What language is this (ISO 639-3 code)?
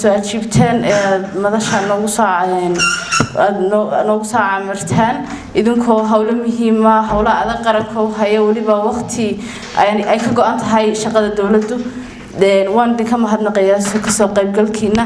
som